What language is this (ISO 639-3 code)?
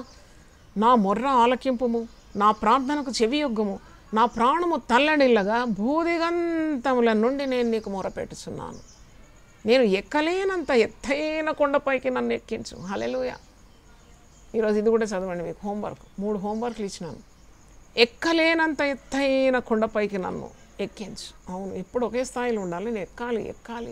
tel